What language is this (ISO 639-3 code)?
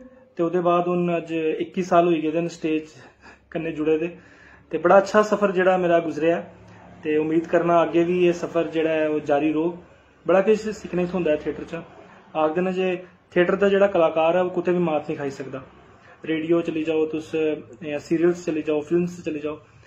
doi